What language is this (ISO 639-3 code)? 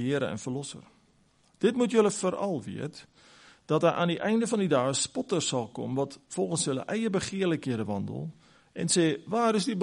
afr